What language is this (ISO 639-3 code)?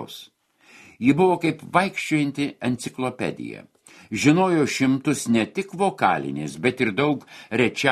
lit